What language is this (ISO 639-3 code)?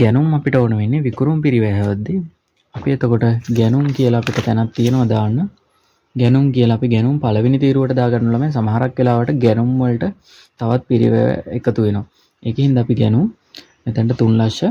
sin